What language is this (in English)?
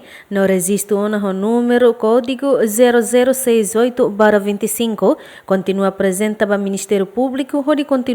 Tetum